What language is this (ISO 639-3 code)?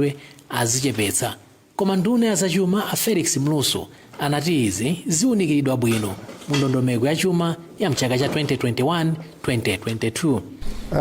nya